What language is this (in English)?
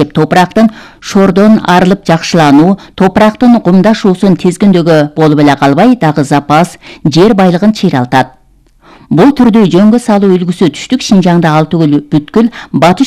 Kyrgyz